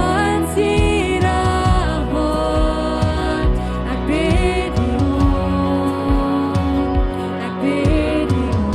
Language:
Plautdietsch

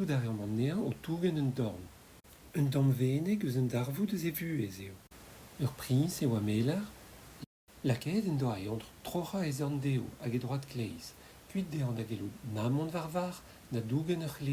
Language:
Breton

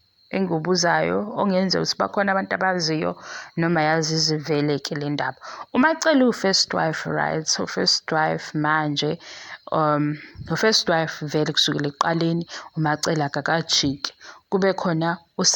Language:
Zulu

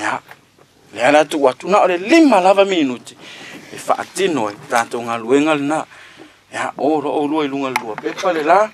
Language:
Samoan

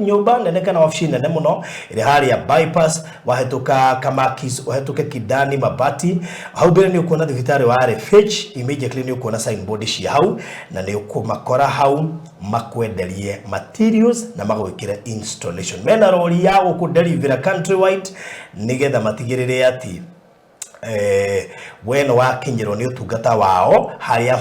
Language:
Kikuyu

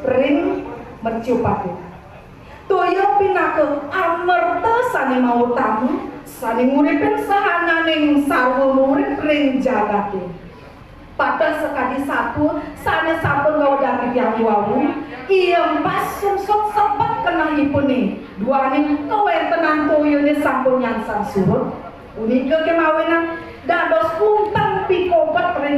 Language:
Balinese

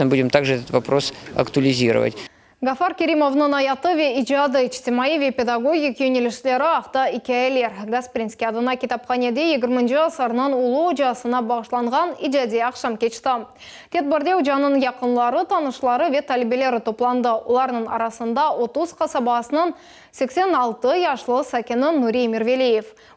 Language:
Crimean Tatar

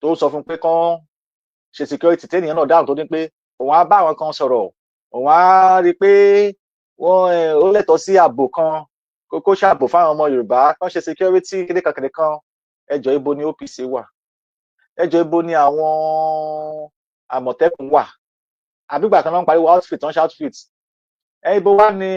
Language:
Yoruba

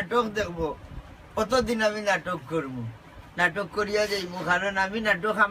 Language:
Sylheti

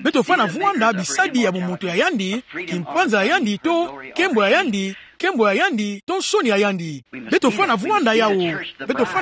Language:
Kituba (Democratic Republic of Congo)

